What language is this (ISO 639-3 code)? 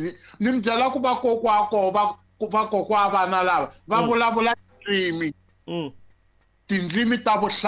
tso